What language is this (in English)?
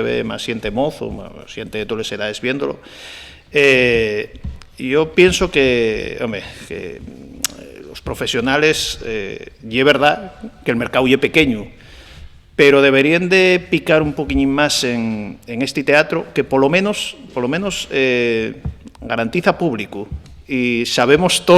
Asturian